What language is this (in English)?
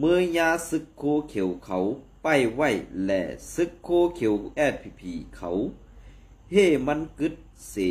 Shan